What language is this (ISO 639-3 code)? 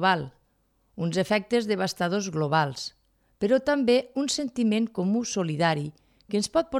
cat